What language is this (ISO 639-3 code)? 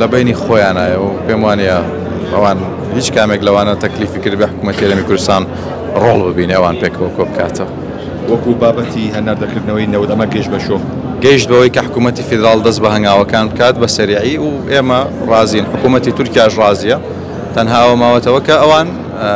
ckb